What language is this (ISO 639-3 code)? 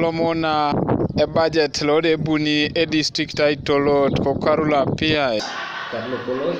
teo